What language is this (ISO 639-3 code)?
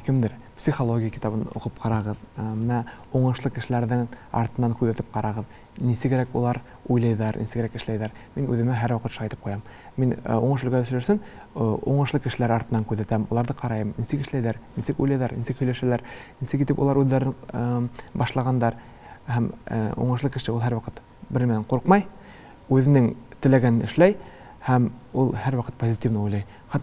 tat